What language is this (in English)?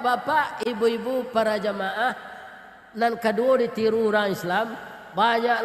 Minangkabau